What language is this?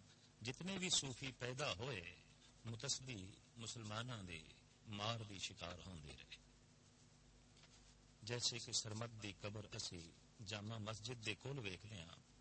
Punjabi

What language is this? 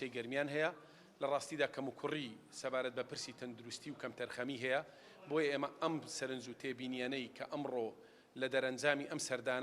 Central Kurdish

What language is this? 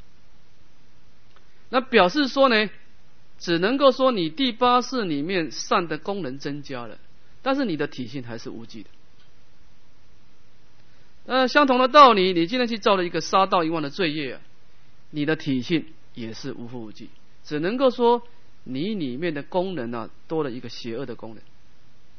Chinese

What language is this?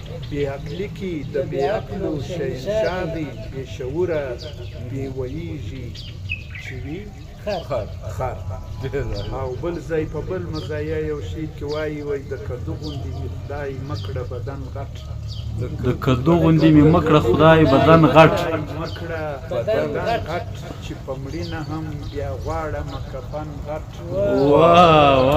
Pashto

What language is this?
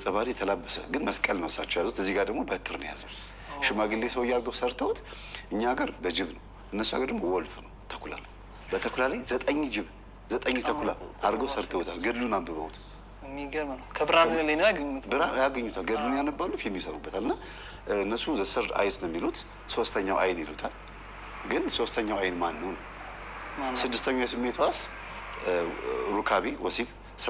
Amharic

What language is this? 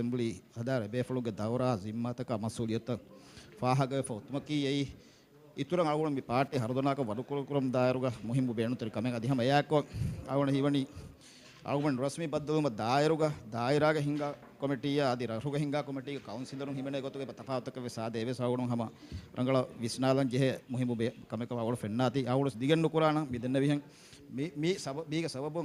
Divehi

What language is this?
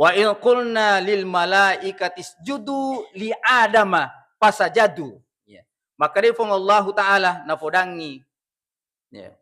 Buginese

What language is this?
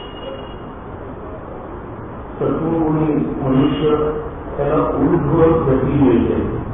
Marathi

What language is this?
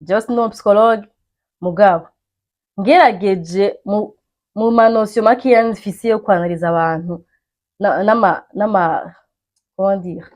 Rundi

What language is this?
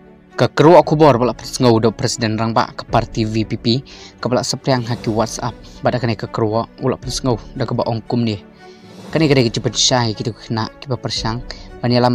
Khasi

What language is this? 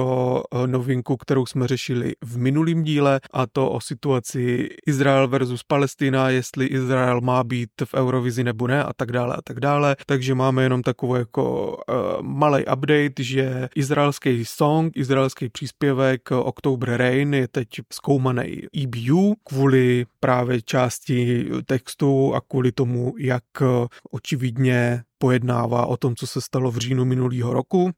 Czech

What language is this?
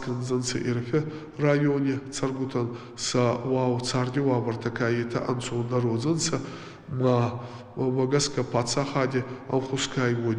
Ossetic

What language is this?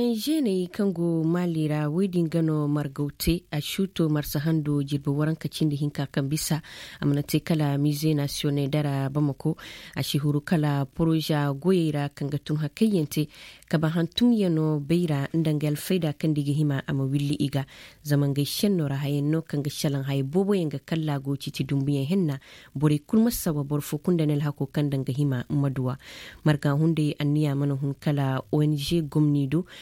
Koyraboro Senni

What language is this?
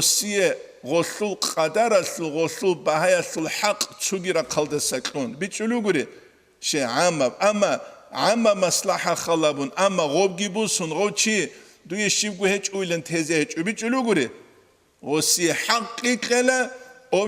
Avaric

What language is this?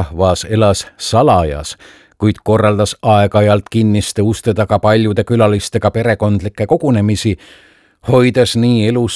Estonian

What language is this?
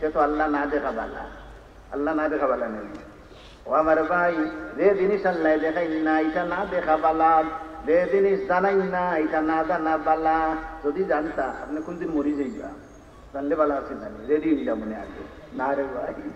Sylheti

